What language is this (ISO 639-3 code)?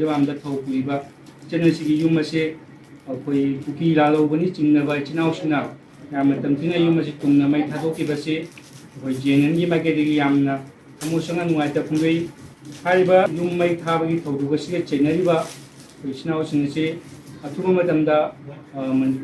mni